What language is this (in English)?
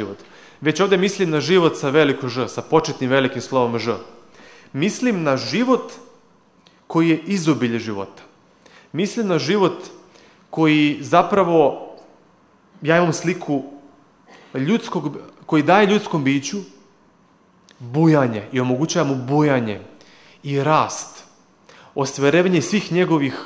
Serbian